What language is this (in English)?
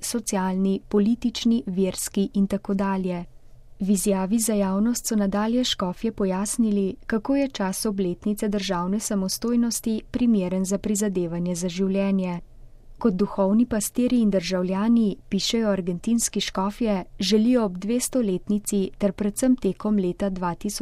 Slovenian